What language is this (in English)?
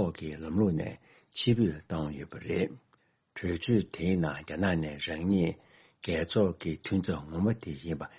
Tibetan